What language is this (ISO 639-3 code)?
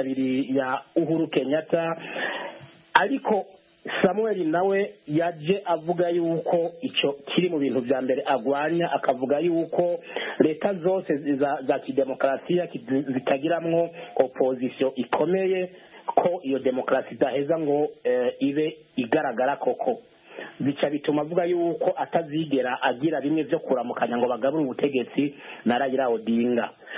kin